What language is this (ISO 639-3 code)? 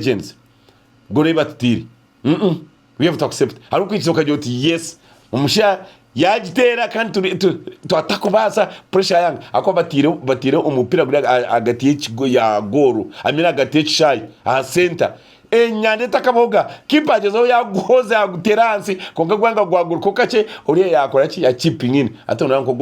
nyn